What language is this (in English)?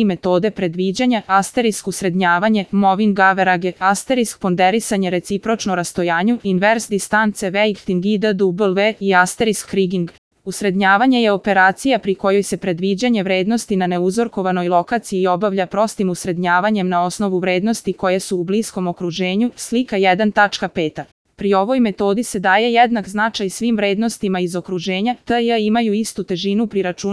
Serbian